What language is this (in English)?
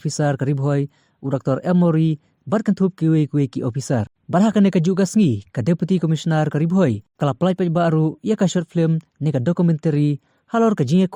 Khasi